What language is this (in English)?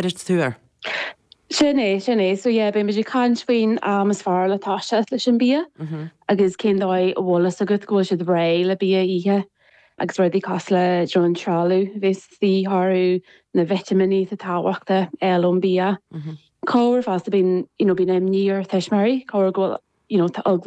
Irish